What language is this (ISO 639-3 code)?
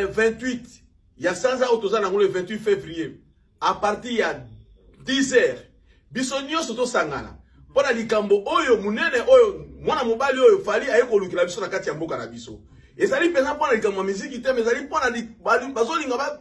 lin